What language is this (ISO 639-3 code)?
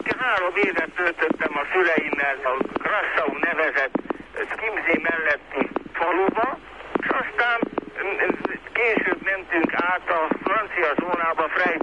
hun